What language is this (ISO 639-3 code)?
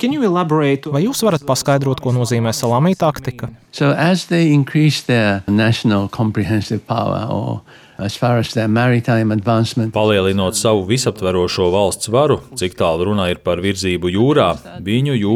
lav